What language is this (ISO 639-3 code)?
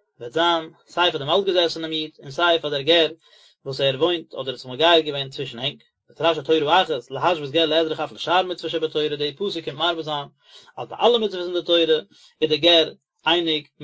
yid